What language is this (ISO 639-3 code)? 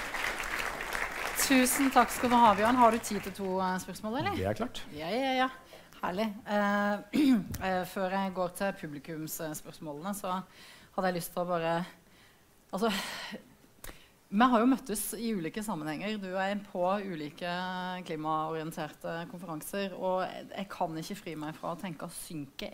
nor